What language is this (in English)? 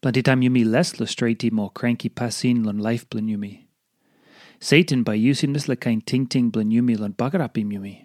Tok Pisin